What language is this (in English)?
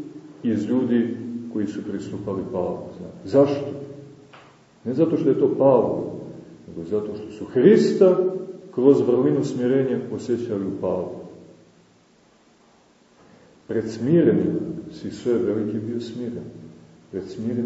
Serbian